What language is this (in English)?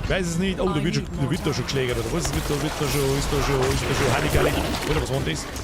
Bavarian